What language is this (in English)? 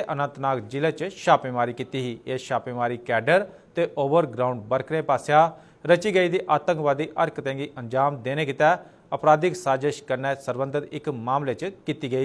Dogri